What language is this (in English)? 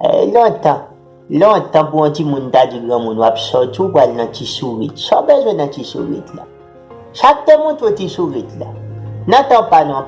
Haitian Creole